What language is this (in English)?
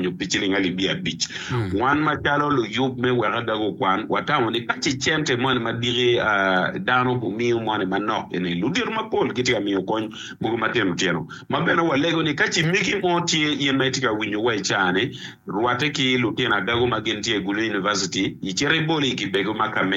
Acoli